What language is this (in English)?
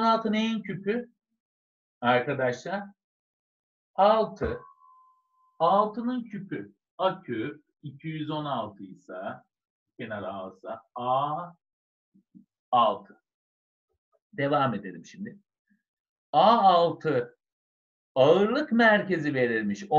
Turkish